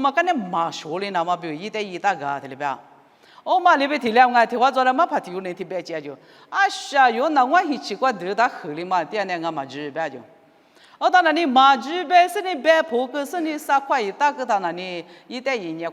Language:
Lisu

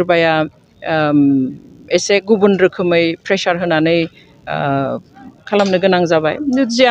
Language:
Bodo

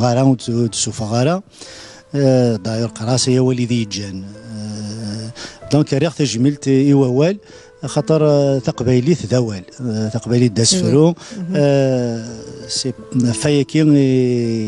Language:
Kabyle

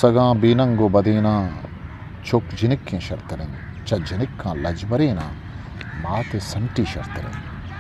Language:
Eastern Balochi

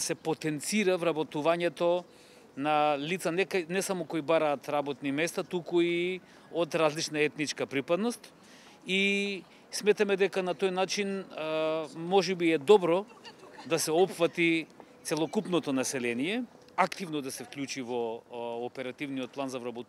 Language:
Macedonian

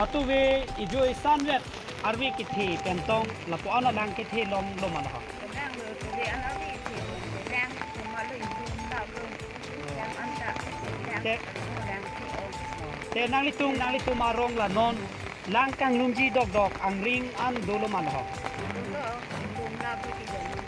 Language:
Karbi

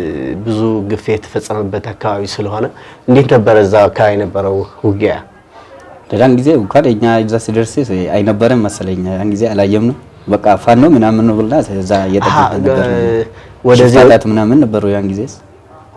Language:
Amharic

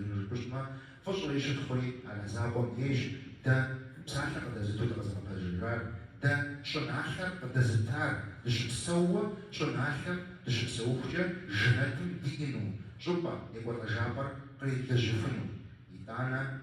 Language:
Kabardian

